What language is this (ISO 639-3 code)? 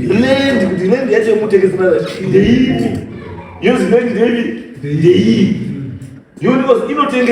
sna